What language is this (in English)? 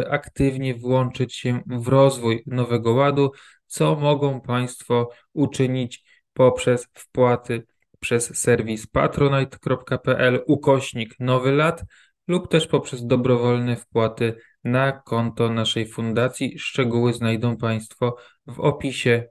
Polish